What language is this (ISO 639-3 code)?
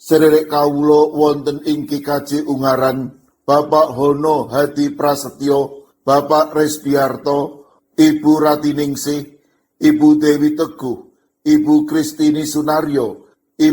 jav